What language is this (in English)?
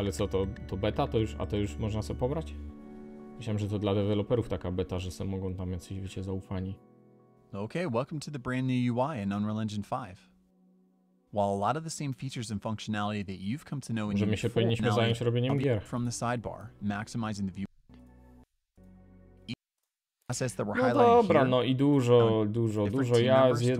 Polish